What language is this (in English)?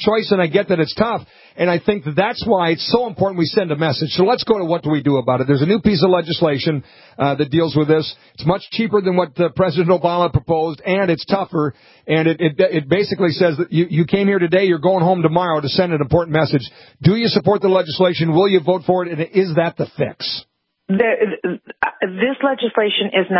English